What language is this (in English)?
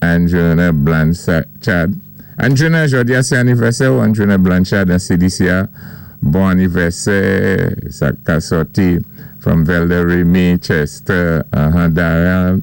Saint Lucian Creole French